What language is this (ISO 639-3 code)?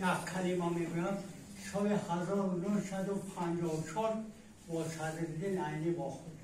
tgk